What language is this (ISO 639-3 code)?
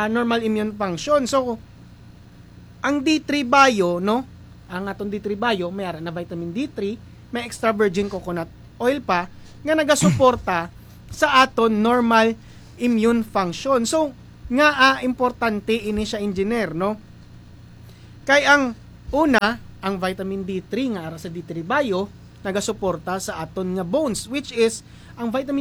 hil